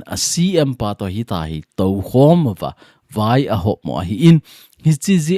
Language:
Thado Chin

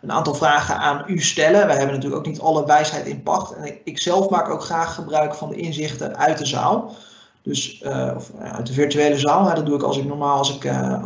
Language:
Dutch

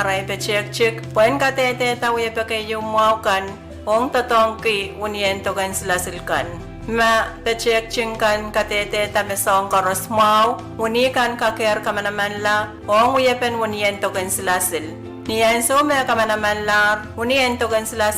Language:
Pohnpeian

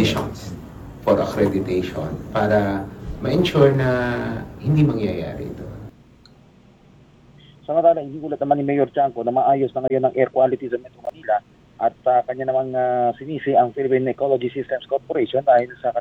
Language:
Filipino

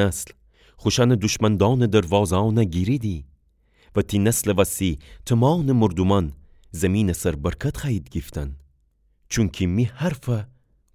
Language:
Gilaki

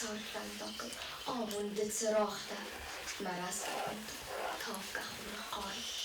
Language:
Ossetic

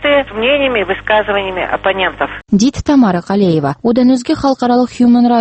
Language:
Kazakh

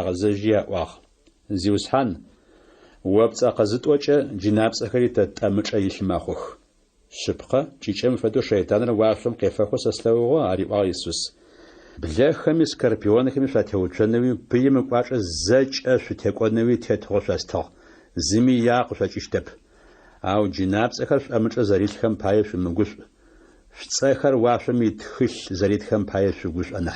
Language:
Adyghe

